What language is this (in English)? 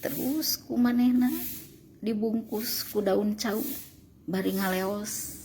Sundanese